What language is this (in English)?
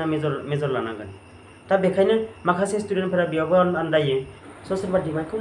Bodo